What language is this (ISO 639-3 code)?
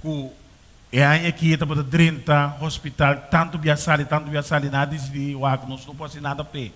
pap